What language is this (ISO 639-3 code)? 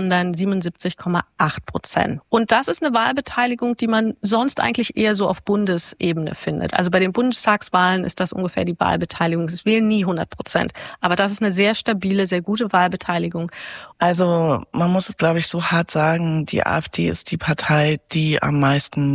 deu